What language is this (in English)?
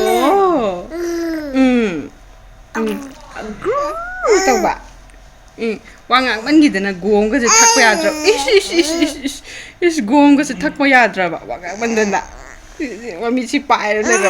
Manipuri